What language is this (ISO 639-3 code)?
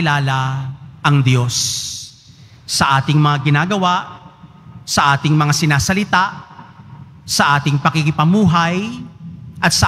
fil